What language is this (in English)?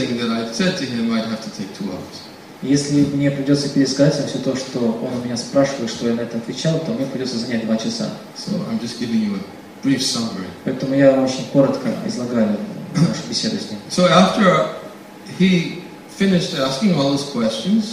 Russian